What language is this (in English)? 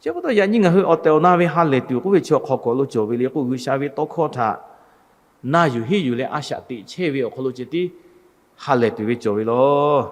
Lahu